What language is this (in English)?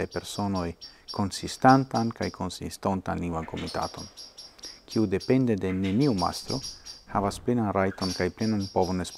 Esperanto